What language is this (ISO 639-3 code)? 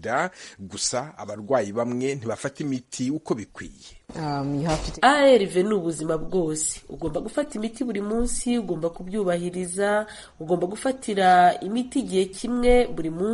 kin